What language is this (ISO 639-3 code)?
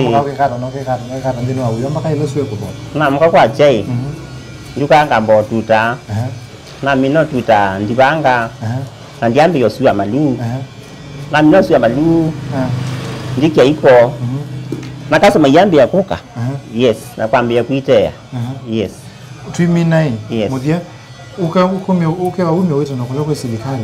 kam